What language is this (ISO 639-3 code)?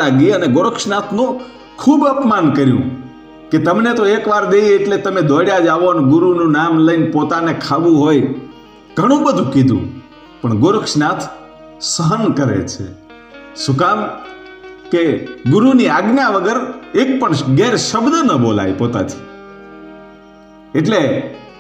guj